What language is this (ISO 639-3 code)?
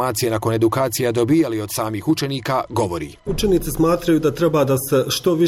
hrv